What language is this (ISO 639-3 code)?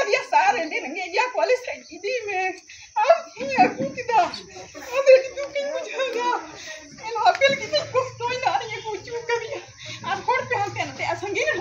sat